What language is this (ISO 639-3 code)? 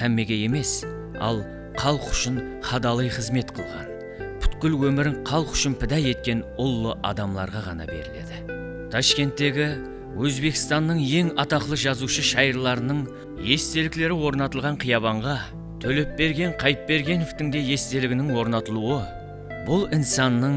kaa